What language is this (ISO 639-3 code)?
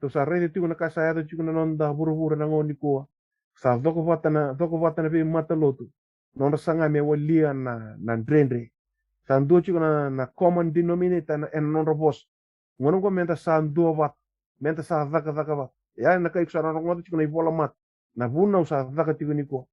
fij